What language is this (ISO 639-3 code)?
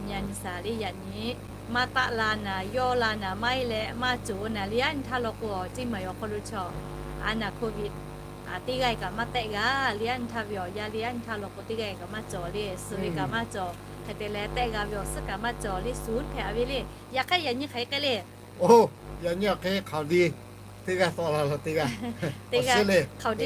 lhu